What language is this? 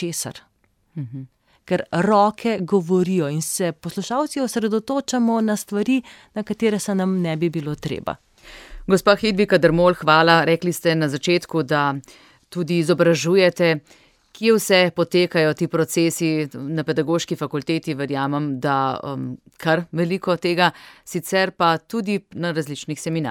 Slovenian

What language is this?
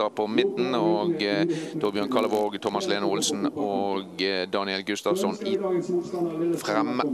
Norwegian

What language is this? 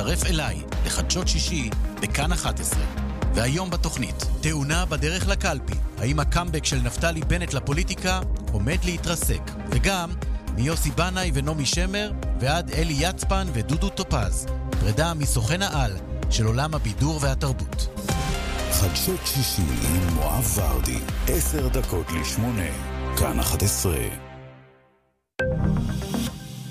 Hebrew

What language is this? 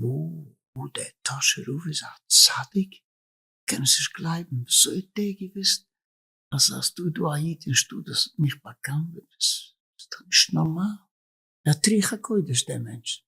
Yiddish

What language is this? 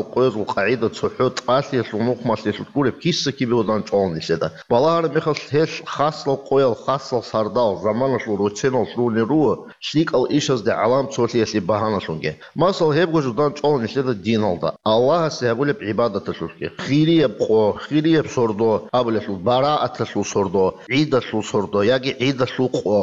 Avaric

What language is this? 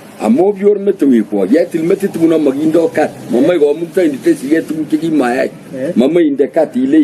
Kalenjin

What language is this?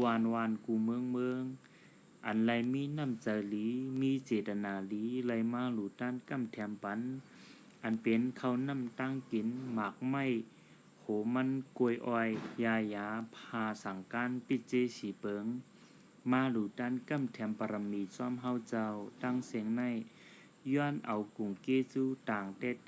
Shan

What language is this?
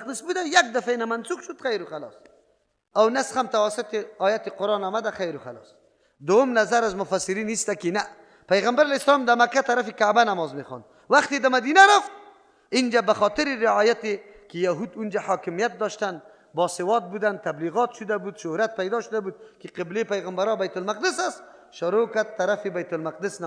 Persian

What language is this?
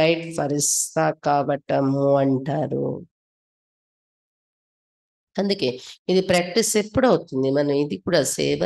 Telugu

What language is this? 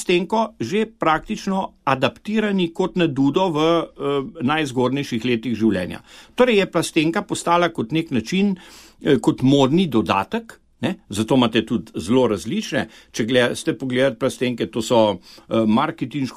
Slovenian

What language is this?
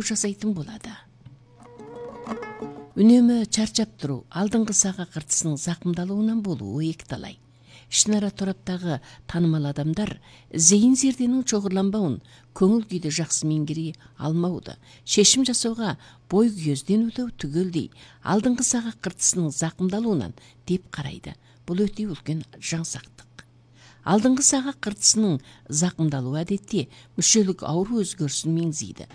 Kazakh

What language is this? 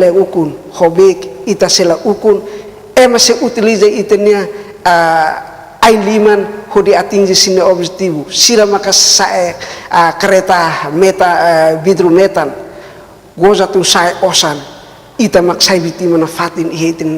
Tetum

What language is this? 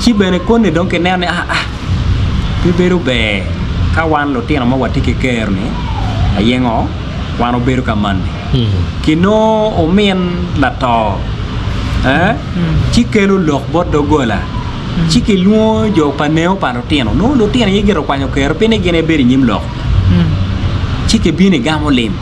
Acoli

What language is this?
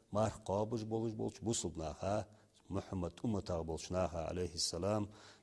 Ingush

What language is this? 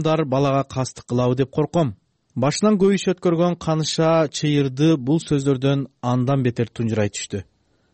Kyrgyz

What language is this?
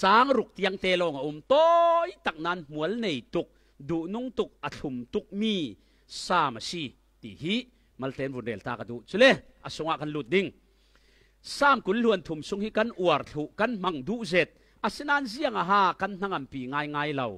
Falam Chin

